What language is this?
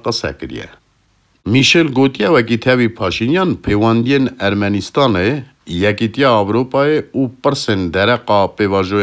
Kurdish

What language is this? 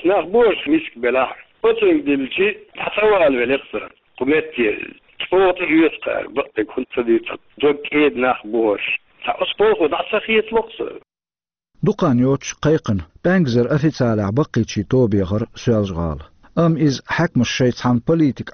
Chechen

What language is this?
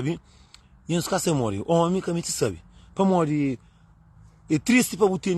Kabuverdianu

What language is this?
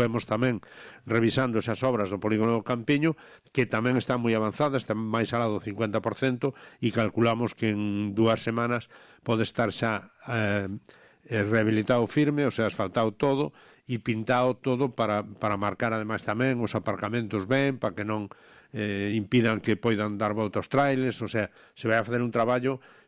Galician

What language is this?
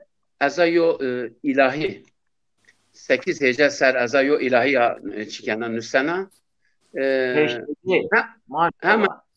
Zaza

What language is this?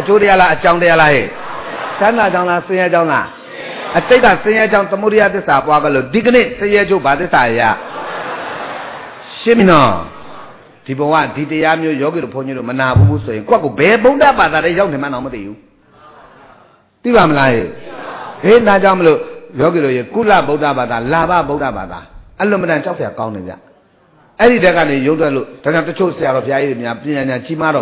Burmese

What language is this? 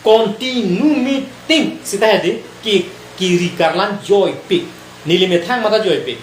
Karbi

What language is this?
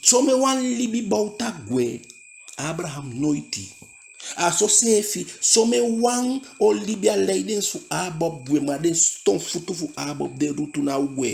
Eastern Maroon Creole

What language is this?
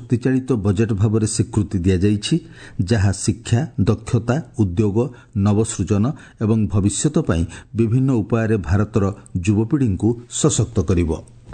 Odia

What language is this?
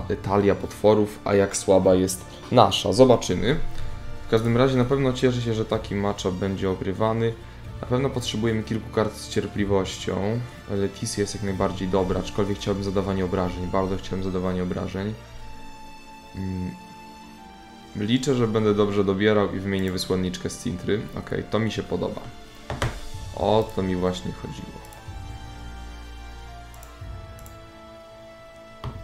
Polish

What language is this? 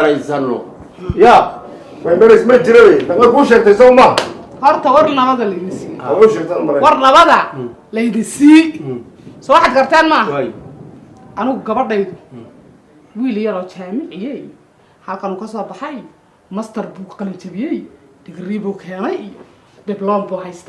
Somali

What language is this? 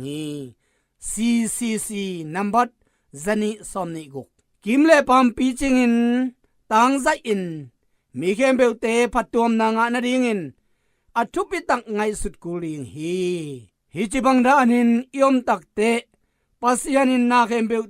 Tedim Chin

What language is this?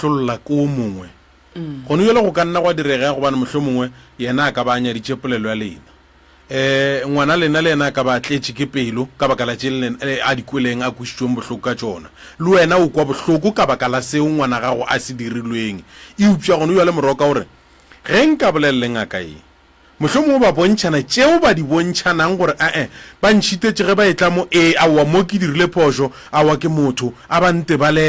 Northern Sotho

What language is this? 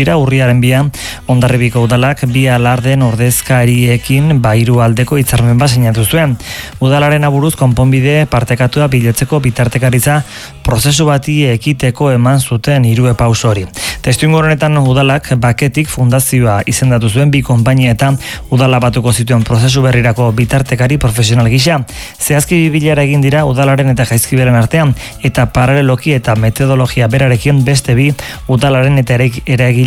Basque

